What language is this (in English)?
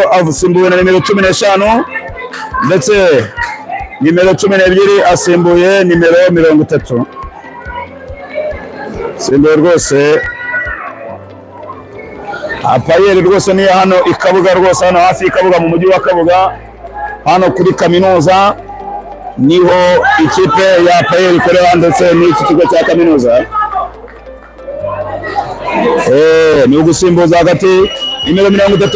Kinyarwanda